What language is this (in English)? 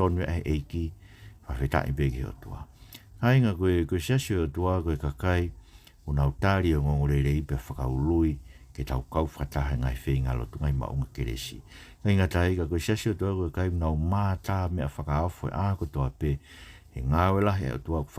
Tongan